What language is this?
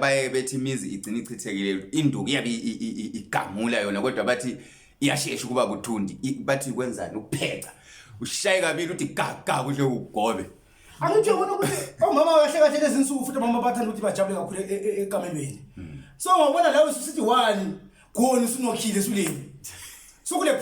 Zulu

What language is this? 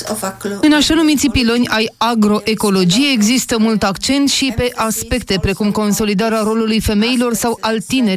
Romanian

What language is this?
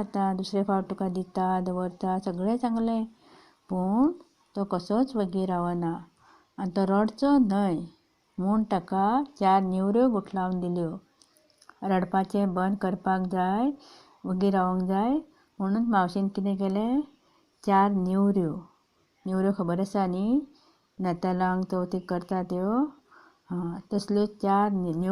Konkani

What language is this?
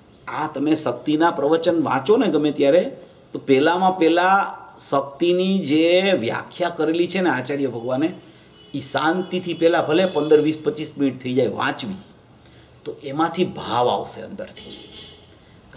Gujarati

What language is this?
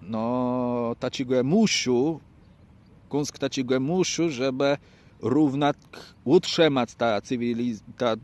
Kashubian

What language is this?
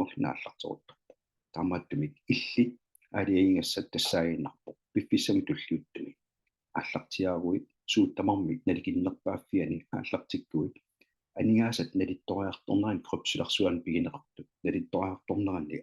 Kalaallisut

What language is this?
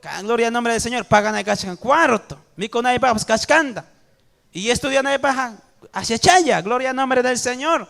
Ayacucho Quechua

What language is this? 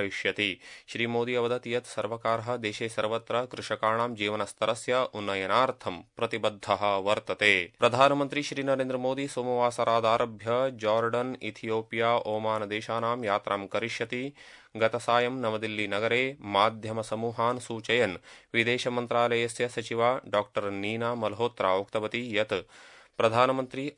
Sanskrit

